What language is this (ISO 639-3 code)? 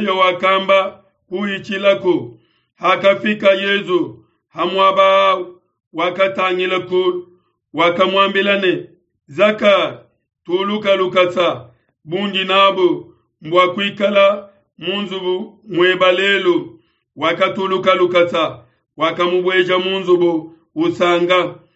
lua